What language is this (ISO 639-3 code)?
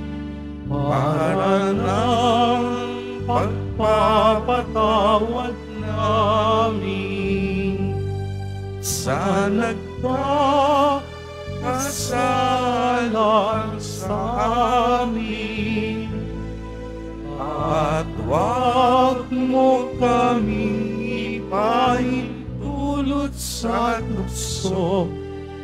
fil